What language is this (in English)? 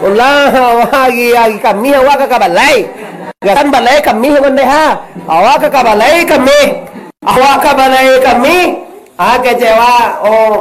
Minangkabau